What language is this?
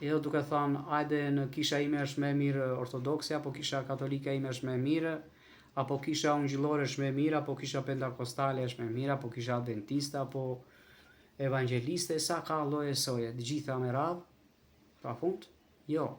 Albanian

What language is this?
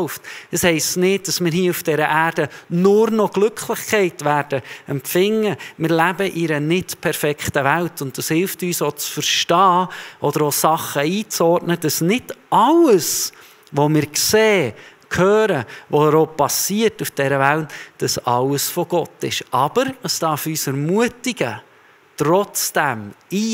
Swiss German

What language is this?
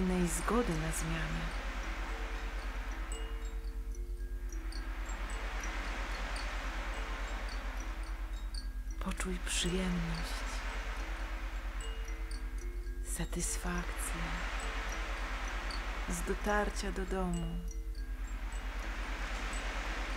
Polish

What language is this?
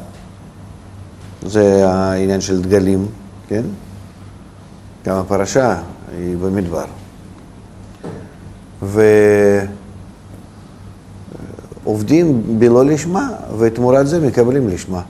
Hebrew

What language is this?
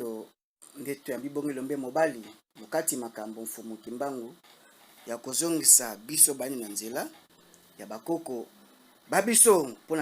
Lingala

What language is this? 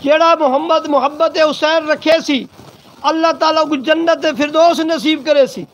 Saraiki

